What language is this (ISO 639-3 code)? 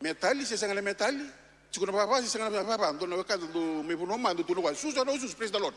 fij